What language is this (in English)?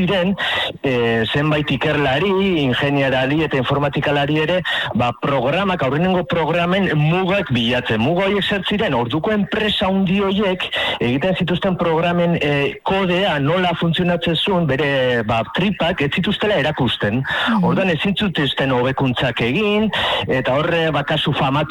Basque